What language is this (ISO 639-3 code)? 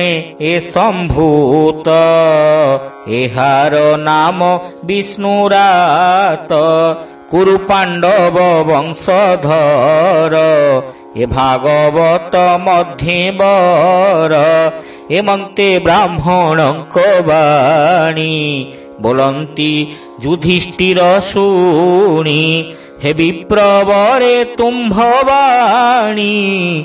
ori